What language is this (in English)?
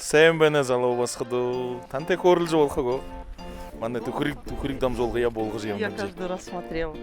Buriat